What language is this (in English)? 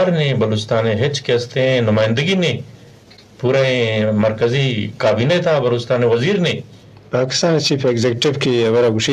Eastern Balochi